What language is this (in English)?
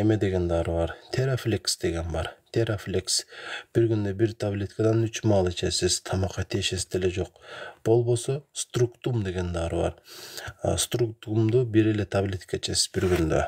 Kyrgyz